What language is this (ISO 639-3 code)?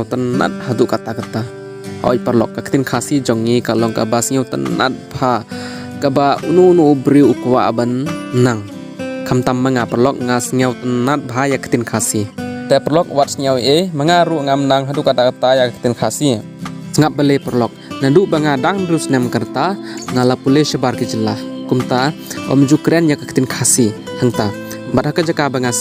kha